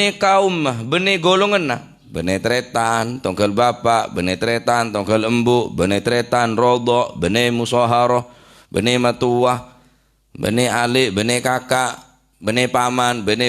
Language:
Madurese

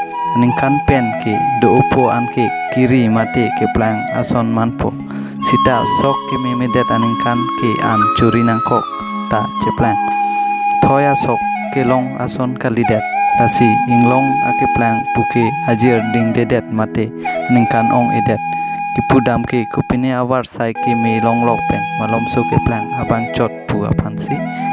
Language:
Karbi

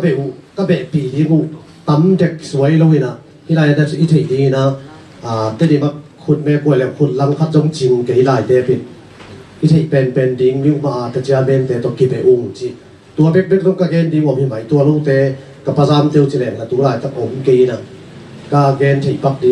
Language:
Tedim Chin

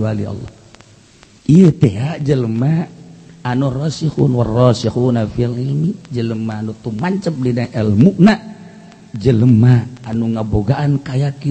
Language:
Sundanese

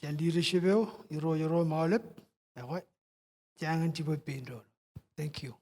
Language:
Marshallese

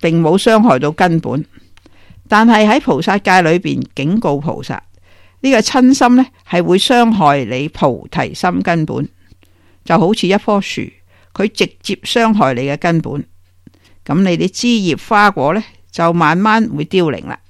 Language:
Cantonese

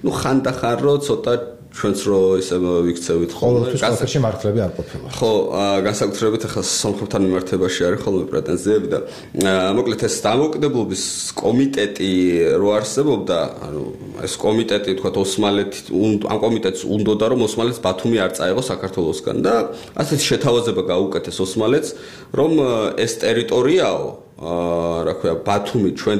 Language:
Georgian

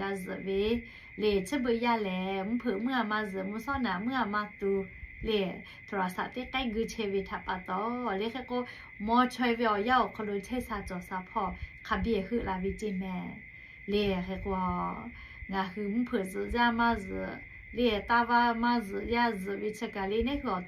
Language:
Lahu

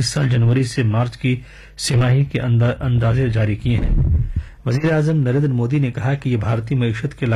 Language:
Urdu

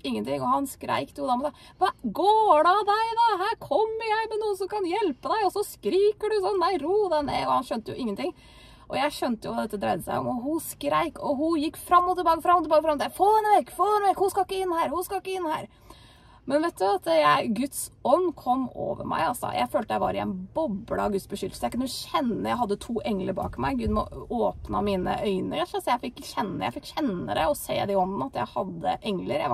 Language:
Norwegian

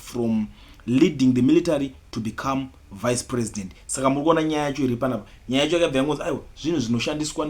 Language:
Shona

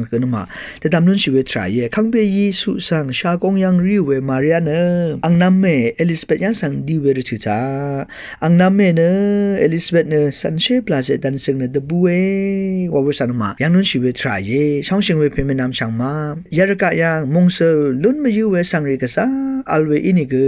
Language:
Rawang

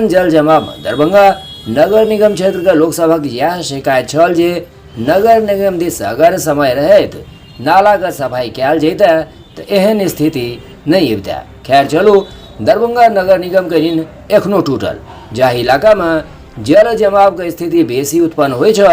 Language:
Maithili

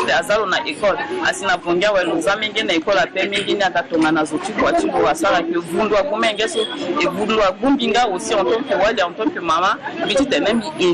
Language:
Sango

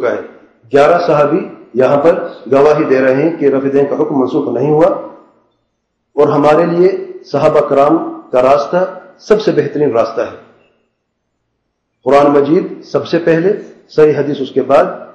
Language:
Urdu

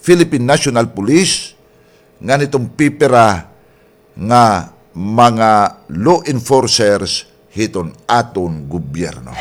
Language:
Waray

